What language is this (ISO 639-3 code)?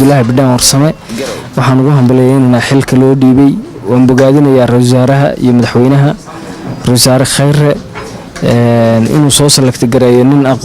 som